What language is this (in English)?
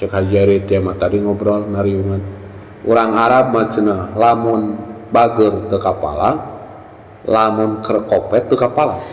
Sundanese